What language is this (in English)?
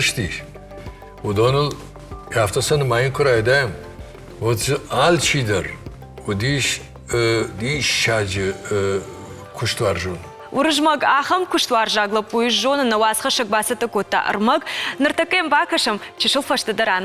Ossetic